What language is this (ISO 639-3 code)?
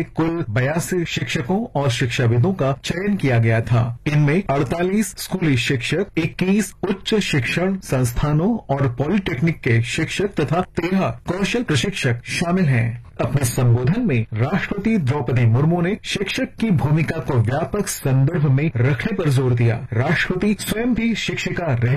hin